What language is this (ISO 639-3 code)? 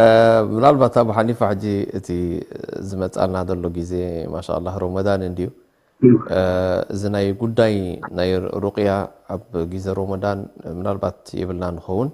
tir